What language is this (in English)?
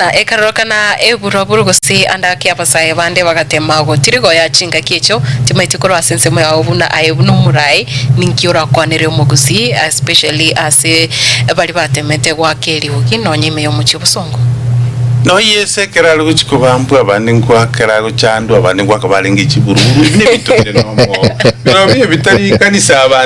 Gusii